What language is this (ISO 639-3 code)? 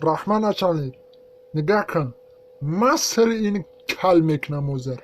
tgk